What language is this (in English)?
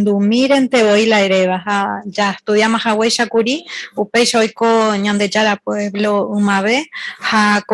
Guarani